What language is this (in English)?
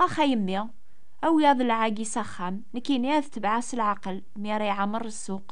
Kabyle